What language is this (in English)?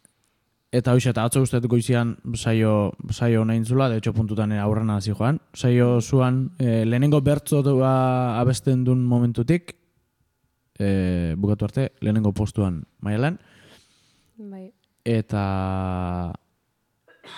Basque